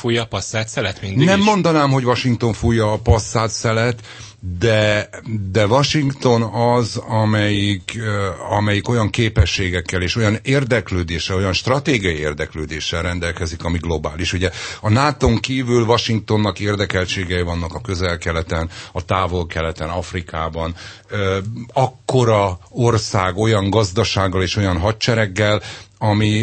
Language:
Hungarian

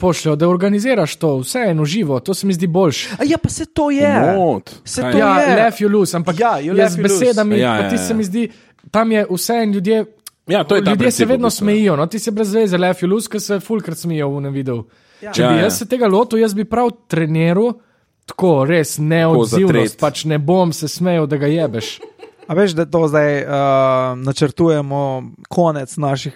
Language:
Slovenian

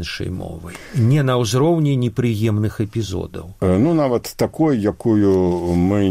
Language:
Belarusian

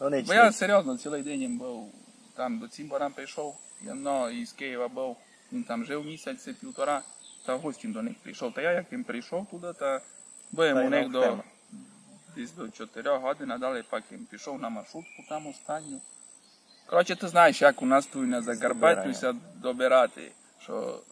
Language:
Rusyn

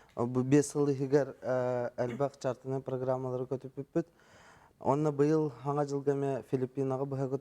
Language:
Yakut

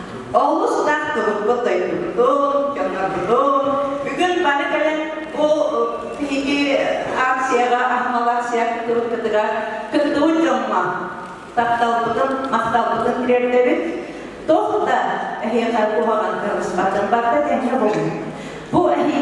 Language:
Yakut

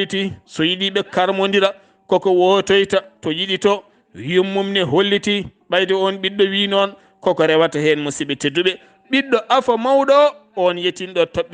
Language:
Fula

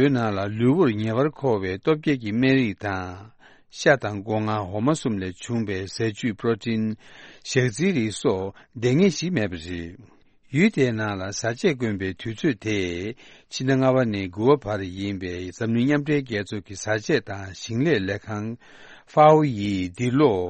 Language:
Tibetan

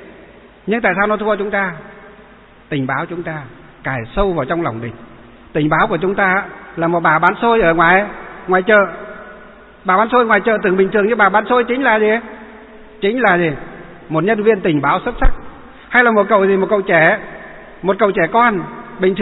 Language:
Vietnamese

